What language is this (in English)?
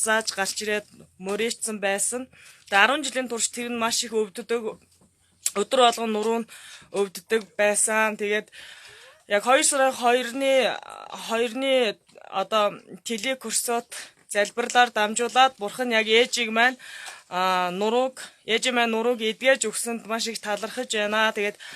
Mongolian